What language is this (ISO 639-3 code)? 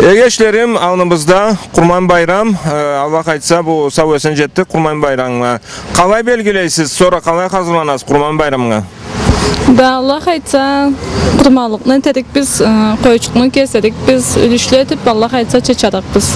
krc